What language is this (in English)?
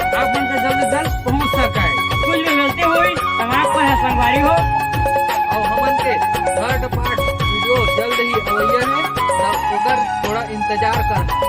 Chhattisgarhi